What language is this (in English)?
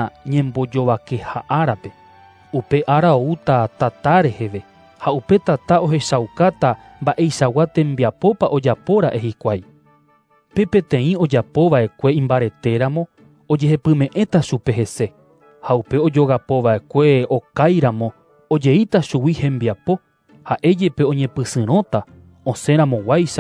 Guarani